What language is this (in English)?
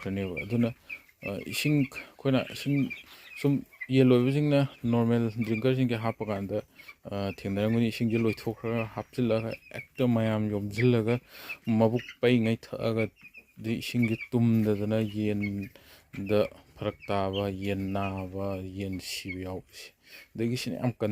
Manipuri